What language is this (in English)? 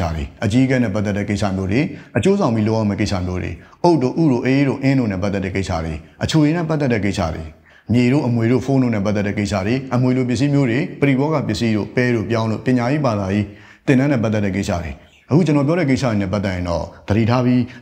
Burmese